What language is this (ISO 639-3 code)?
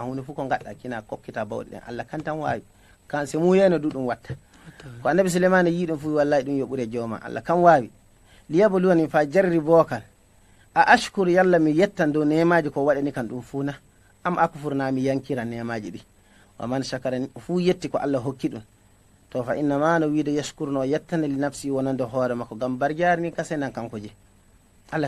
ful